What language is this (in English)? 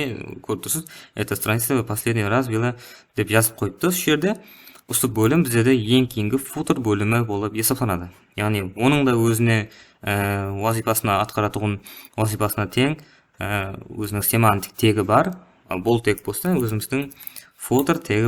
Kara-Kalpak